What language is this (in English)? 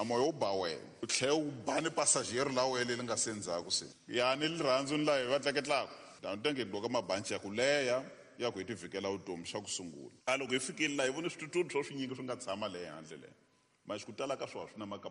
Tsonga